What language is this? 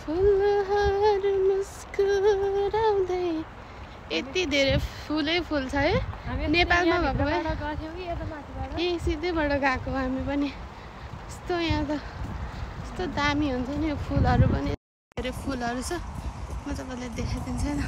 Nepali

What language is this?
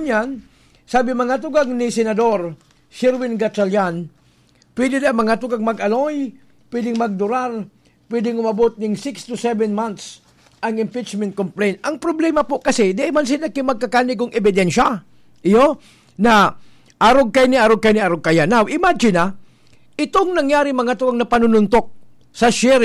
Bikol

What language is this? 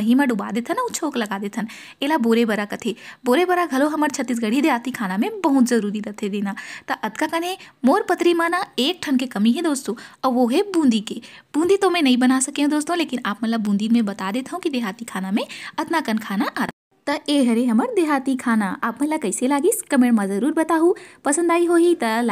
Chhattisgarhi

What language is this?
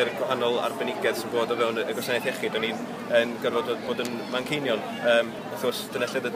Welsh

